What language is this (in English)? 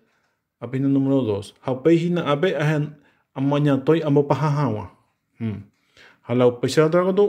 Guarani